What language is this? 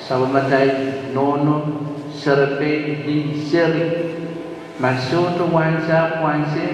Pohnpeian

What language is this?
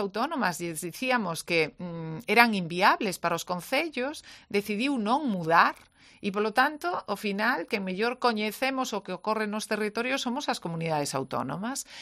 Galician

